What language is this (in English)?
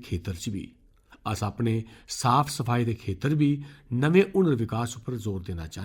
Dogri